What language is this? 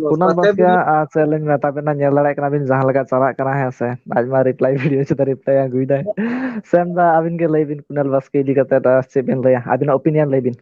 Santali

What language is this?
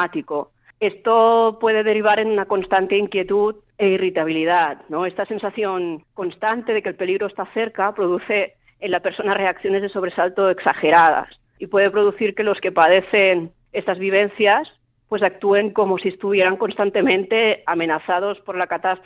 Spanish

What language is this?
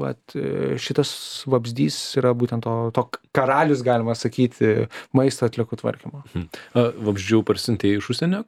Lithuanian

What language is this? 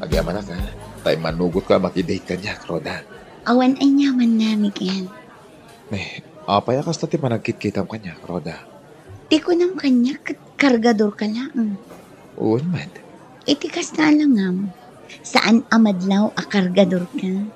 Iloko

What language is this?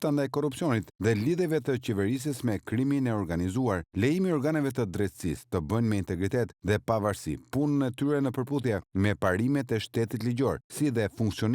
Albanian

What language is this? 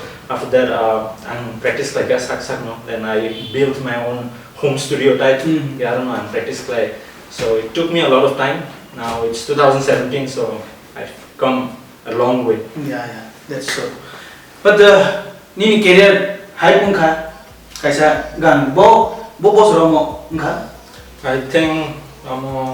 Kok Borok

